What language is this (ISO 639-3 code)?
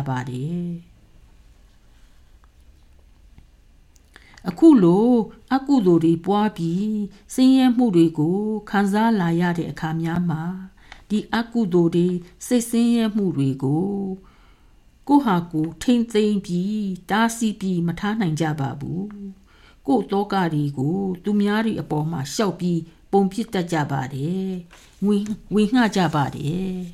mya